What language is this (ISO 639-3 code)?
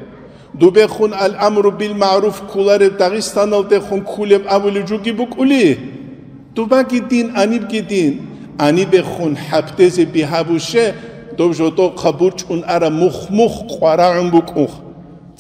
ava